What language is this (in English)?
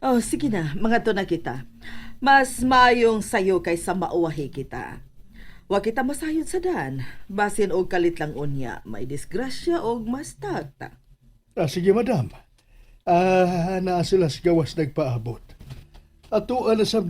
Cebuano